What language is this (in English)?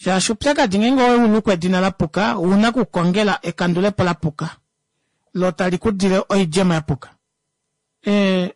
Kuanyama